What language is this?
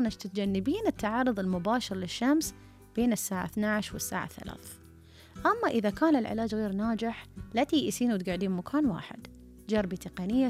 Gulf Arabic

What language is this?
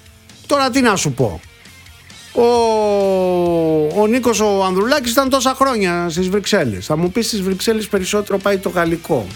Greek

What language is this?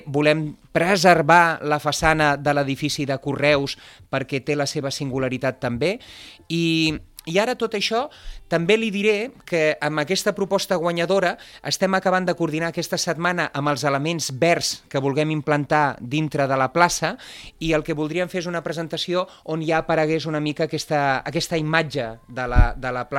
Catalan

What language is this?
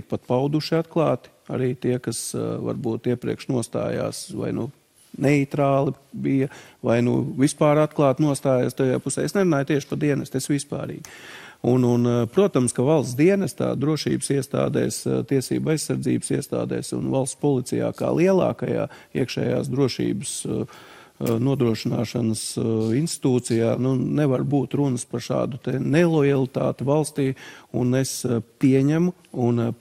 Latvian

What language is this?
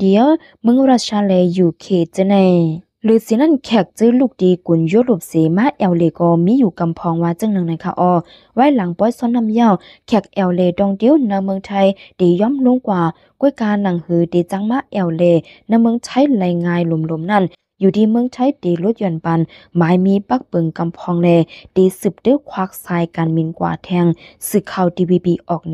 Shan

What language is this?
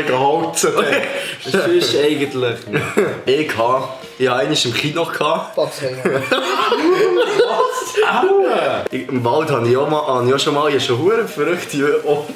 Swiss German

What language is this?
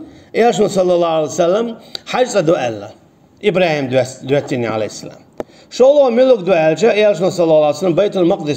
Chechen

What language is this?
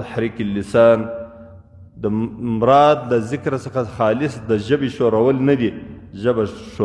Pashto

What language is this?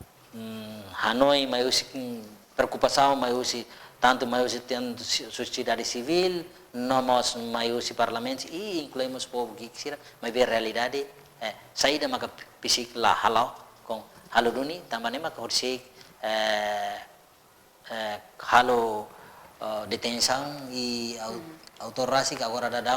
Tetum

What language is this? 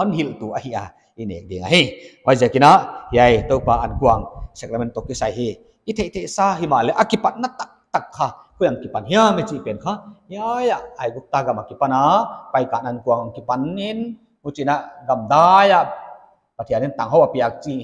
Paite Chin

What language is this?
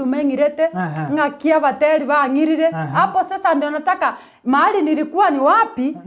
Gusii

